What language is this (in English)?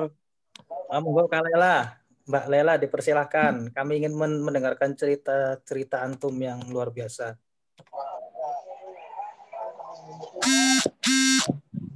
Indonesian